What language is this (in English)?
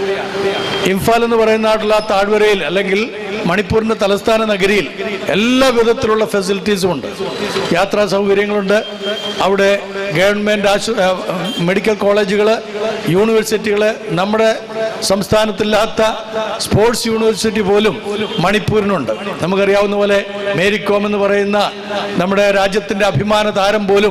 Malayalam